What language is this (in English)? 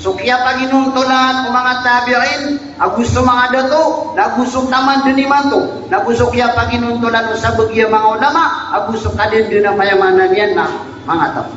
Maranao